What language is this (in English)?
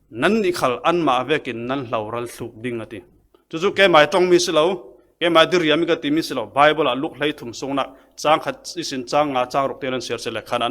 Falam Chin